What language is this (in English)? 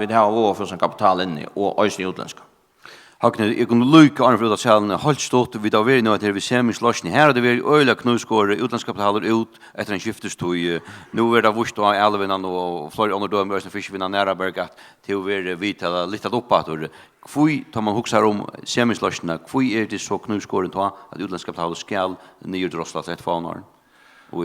Faroese